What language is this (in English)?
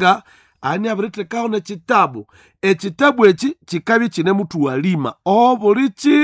Nande